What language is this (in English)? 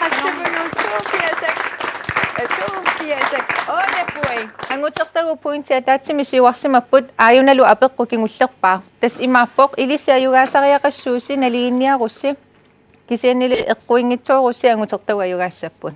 Kalaallisut